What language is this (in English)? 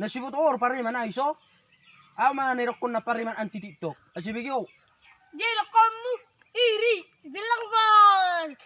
Batak Toba